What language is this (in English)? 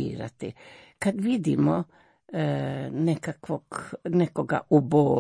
Croatian